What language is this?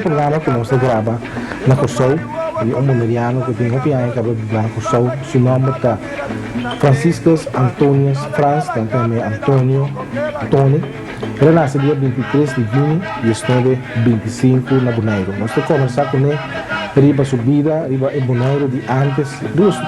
Papiamento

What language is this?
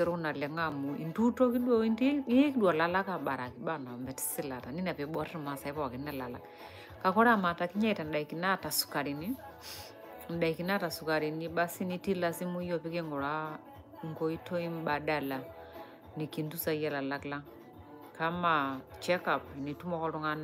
Masai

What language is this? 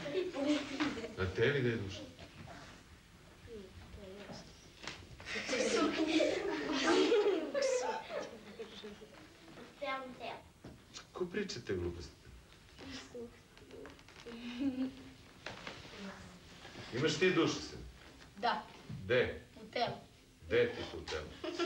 Serbian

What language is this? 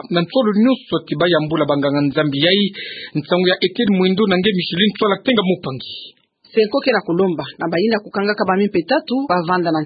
Kituba (Democratic Republic of Congo)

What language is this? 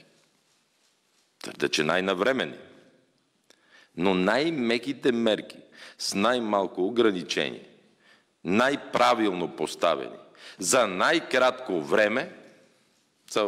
Bulgarian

